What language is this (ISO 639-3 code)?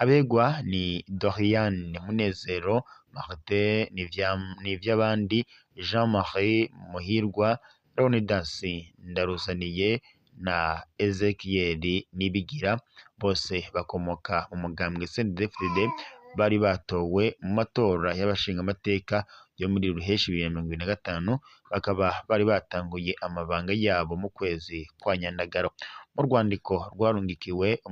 run